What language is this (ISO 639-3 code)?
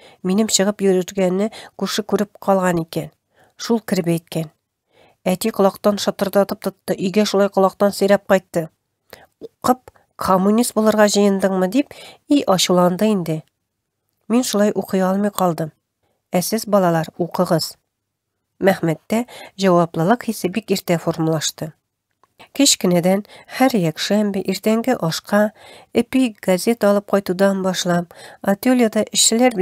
tat